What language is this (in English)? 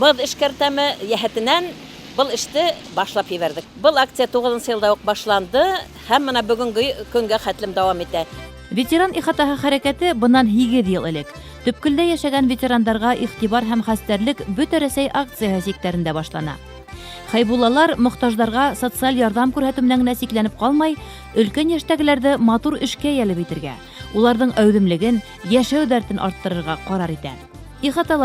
Bashkir